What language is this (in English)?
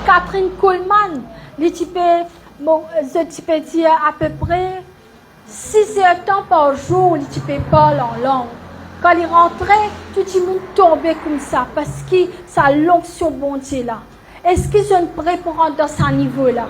Morisyen